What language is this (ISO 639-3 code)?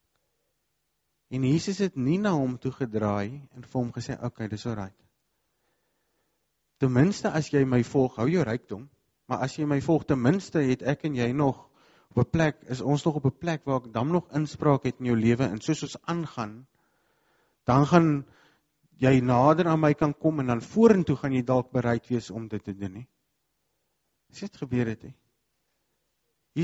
afr